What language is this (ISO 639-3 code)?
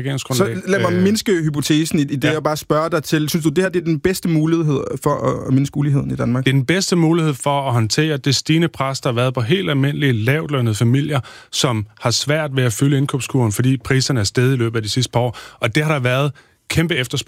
dan